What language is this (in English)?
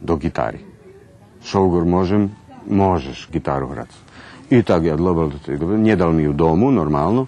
Rusyn